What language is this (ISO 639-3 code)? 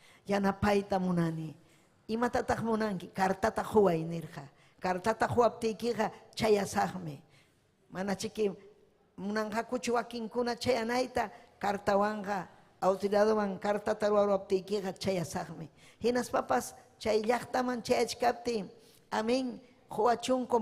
quy